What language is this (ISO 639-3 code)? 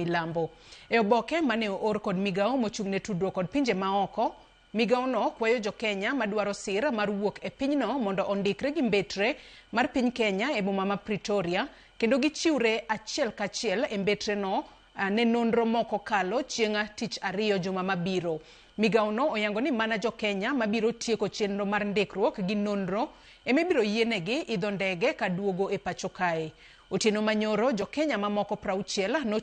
luo